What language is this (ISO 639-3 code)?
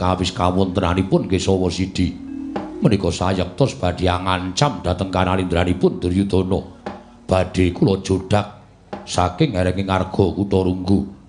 jav